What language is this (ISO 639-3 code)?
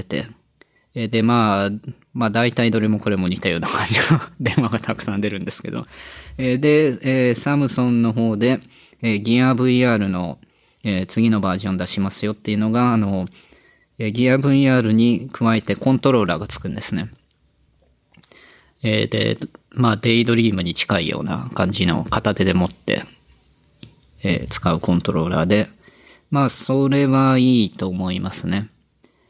jpn